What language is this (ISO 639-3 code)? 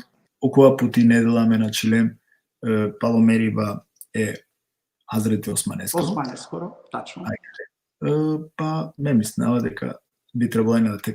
rmn